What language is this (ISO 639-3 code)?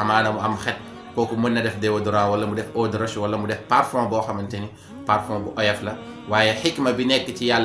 wol